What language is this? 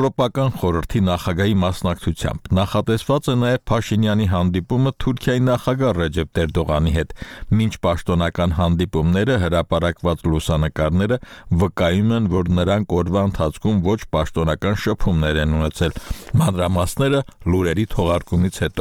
Armenian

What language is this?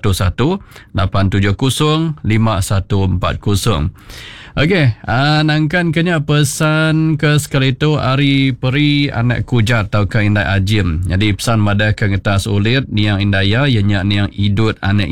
Iban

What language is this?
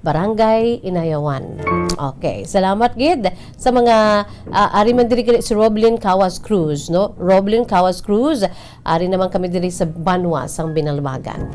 Hiligaynon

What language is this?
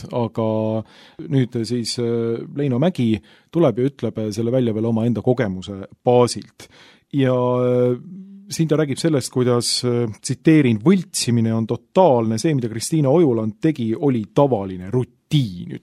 Estonian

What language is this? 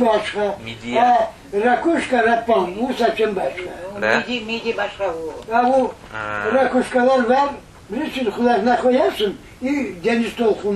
Crimean Tatar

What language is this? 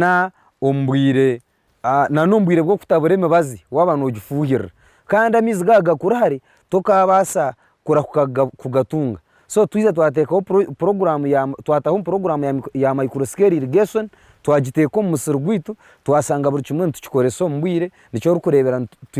Nyankole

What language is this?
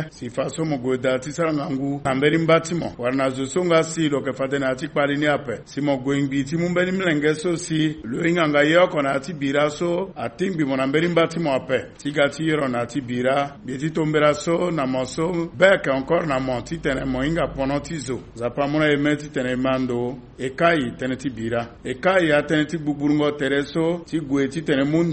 Sango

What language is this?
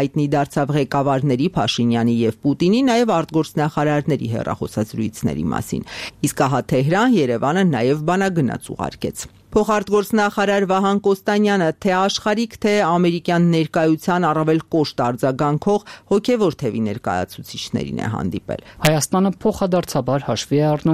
Armenian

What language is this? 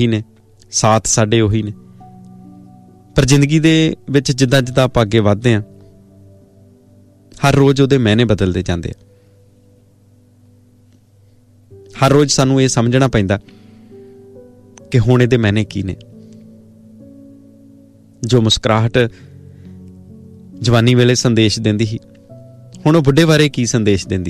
Punjabi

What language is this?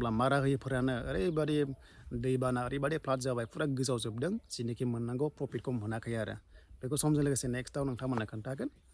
Bodo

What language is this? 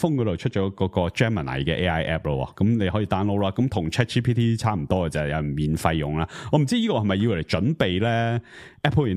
Cantonese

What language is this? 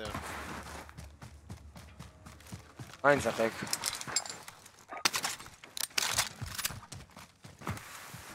Hebrew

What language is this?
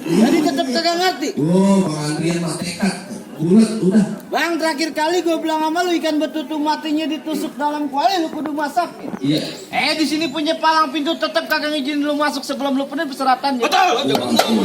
Betawi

